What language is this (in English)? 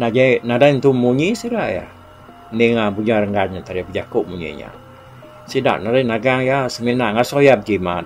Iban